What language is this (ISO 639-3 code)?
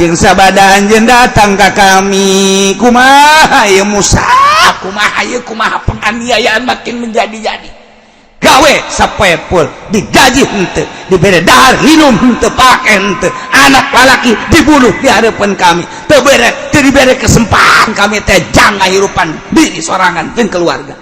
sun